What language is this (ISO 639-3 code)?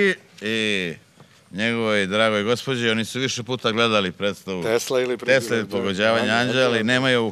srp